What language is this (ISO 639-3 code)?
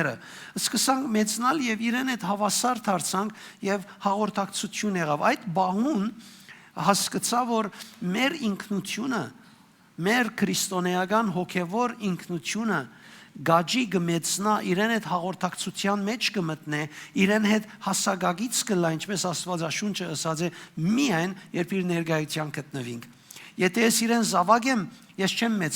hyw